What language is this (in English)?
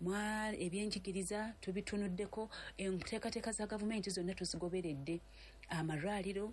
Ganda